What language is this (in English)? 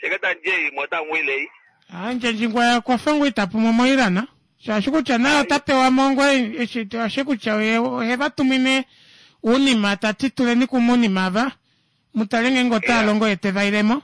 Kuanyama